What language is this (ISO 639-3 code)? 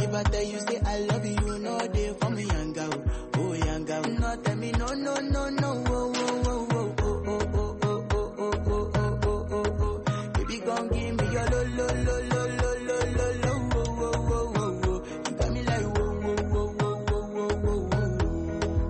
swa